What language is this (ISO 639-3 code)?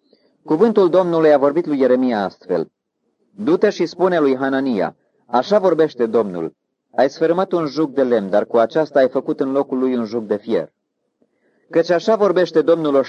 ron